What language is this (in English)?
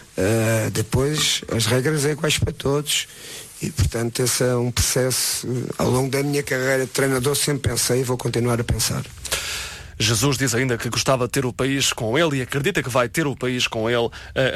Portuguese